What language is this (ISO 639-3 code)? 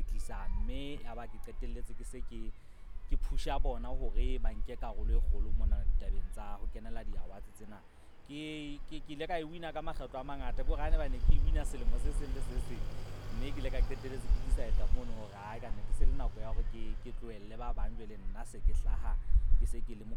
sot